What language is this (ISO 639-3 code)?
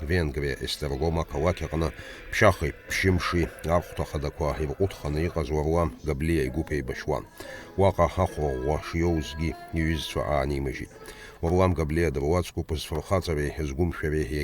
abk